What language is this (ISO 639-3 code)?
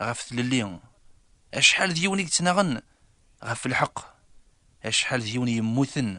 kab